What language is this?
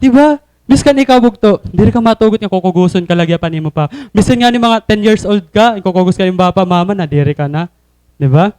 Waray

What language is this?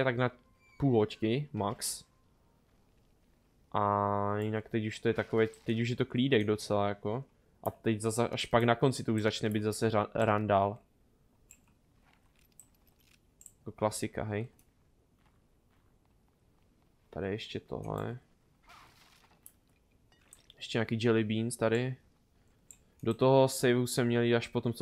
Czech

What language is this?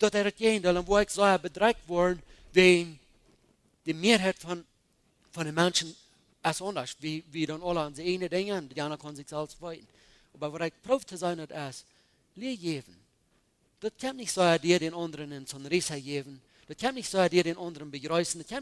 Plautdietsch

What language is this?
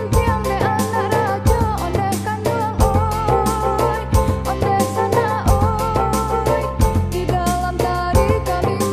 Minangkabau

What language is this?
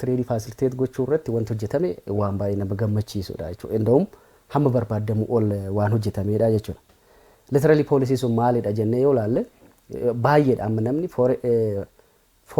Oromo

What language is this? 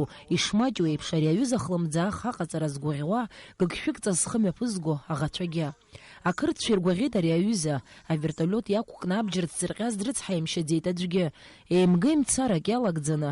Abkhazian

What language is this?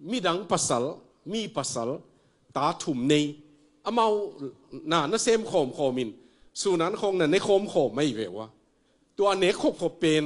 Tedim Chin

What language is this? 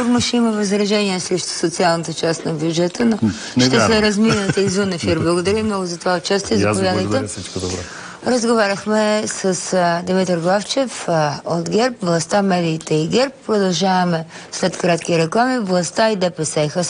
Bulgarian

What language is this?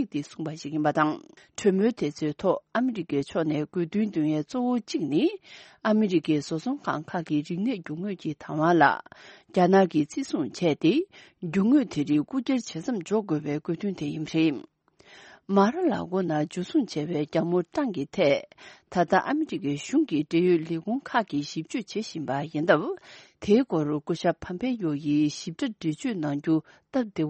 Tibetan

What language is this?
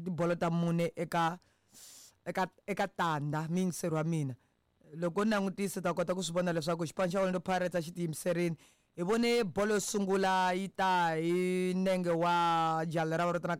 Tsonga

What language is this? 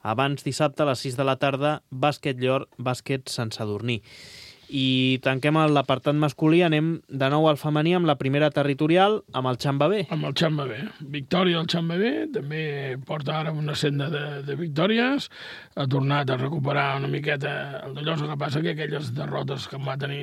Catalan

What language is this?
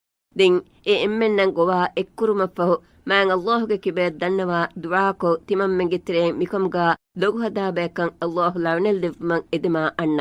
Divehi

